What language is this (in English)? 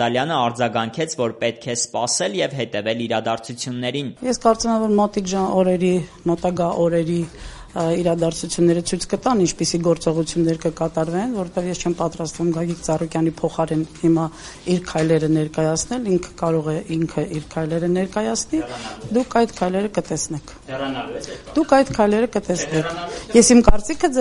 Armenian